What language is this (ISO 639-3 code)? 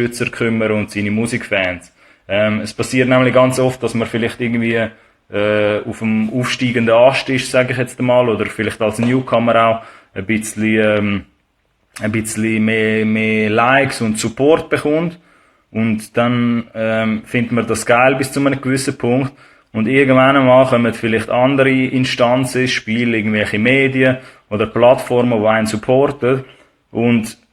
gsw